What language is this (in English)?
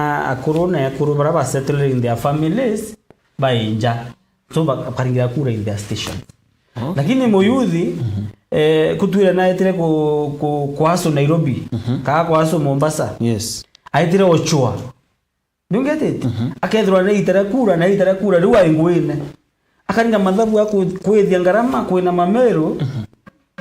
Meru